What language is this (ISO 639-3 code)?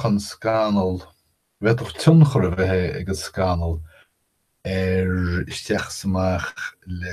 gle